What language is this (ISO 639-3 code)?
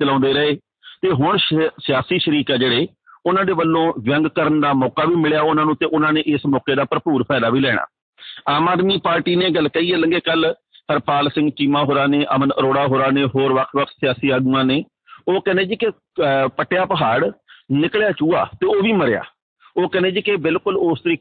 pan